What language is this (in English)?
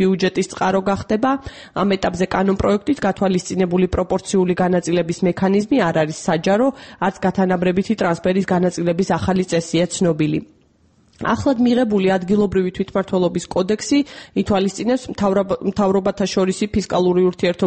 Georgian